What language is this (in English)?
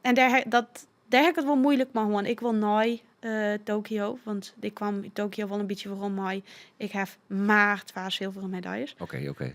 Western Frisian